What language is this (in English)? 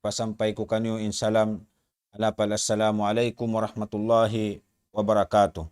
Tausug